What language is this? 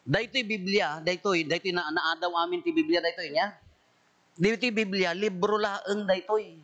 Iloko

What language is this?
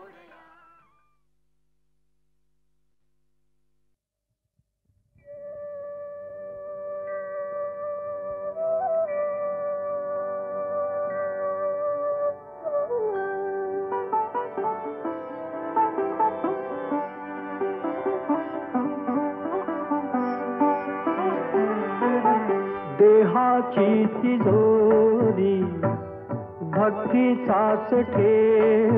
Marathi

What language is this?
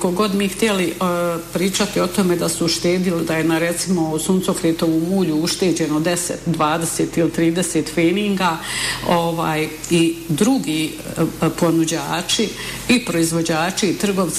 Bosnian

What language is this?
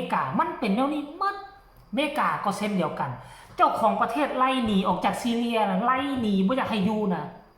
Northeastern Thai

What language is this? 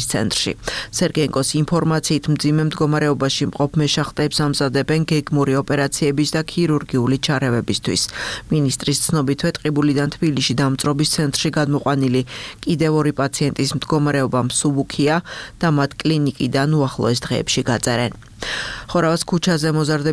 Georgian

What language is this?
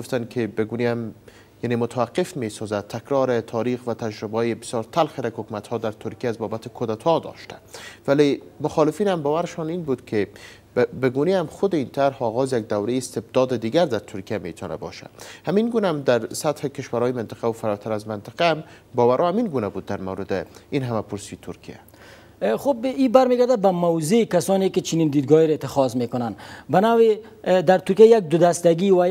Persian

